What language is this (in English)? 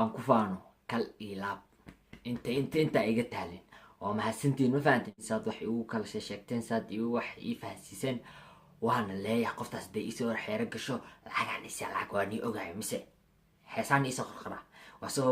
Somali